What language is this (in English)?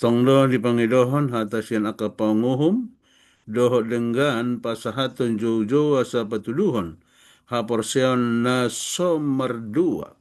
Batak Toba